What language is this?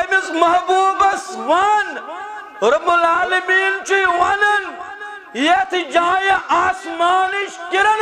Kashmiri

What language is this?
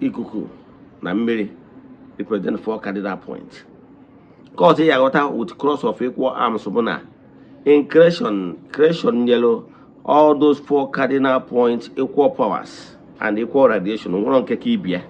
Igbo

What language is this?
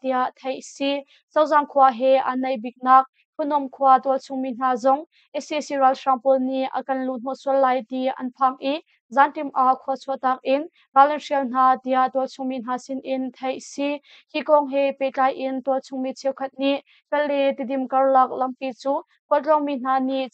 Hakha Chin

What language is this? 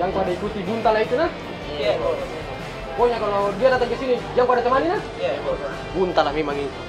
Makassar Malay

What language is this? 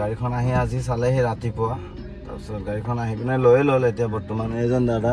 Assamese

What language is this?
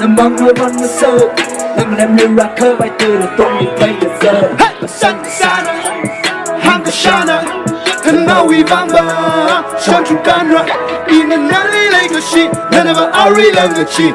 Tangkhul Naga (India)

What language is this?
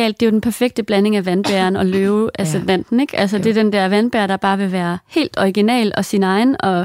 Danish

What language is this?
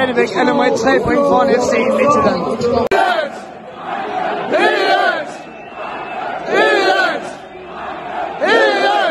Danish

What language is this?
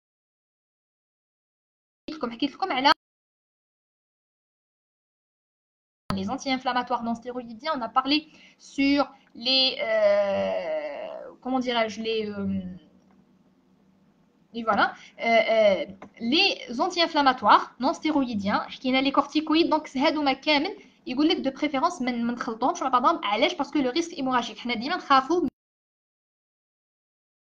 Algerian Arabic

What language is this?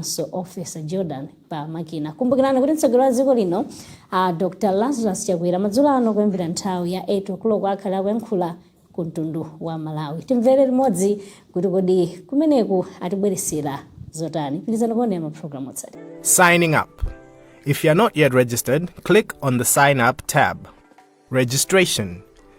Nyanja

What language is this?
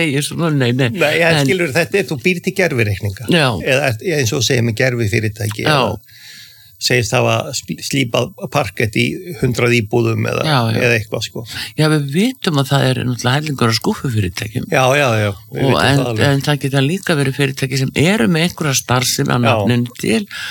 Icelandic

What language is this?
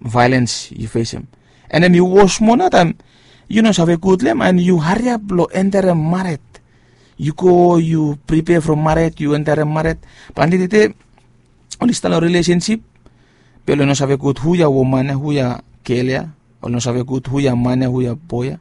Bislama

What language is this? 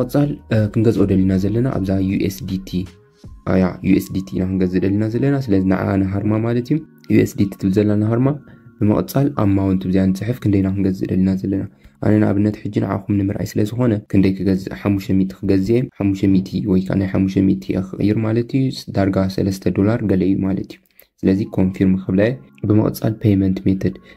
Tigrinya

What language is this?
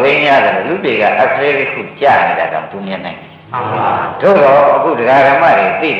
Burmese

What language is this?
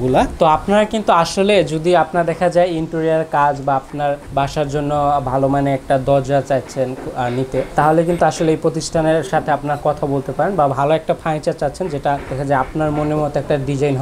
Bangla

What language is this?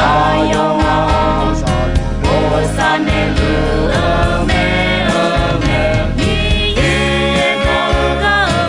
Akha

